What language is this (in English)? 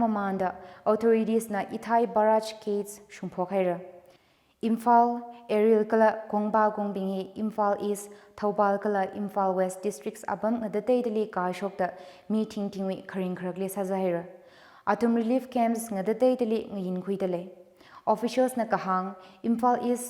Tangkhul Naga (India)